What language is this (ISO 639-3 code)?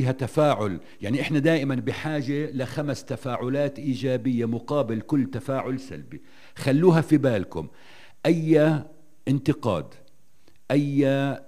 apc